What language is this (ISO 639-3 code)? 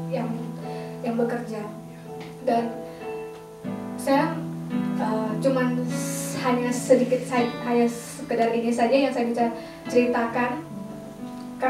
ind